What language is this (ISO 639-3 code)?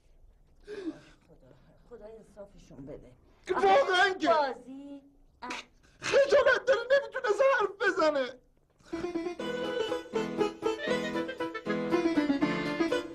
fas